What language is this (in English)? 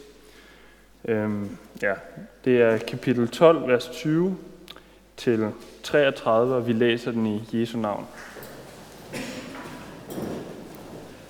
Danish